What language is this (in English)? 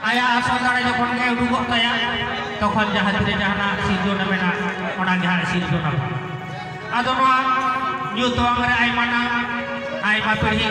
Santali